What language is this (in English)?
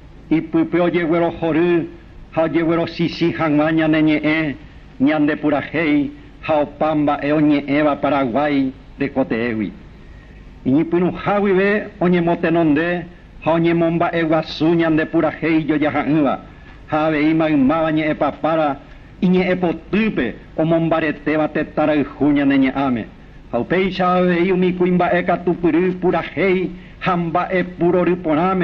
Guarani